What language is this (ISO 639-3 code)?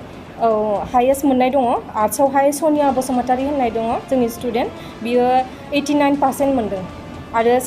brx